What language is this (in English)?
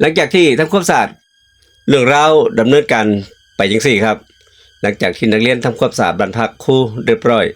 Northeastern Thai